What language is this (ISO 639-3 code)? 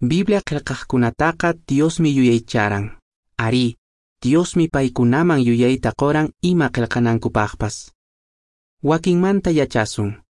que